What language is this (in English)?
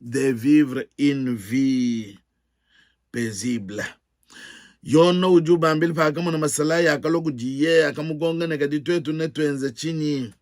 Luba-Lulua